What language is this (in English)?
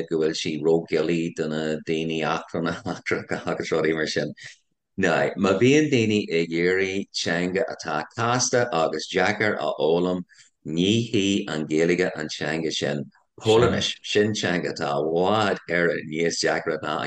Irish